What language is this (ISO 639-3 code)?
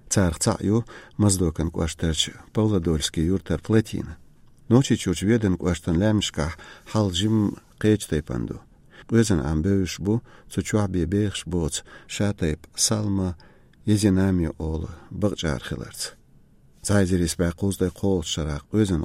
che